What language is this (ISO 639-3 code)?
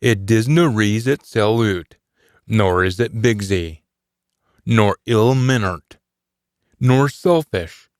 sco